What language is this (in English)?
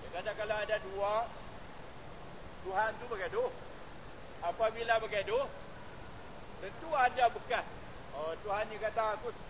Malay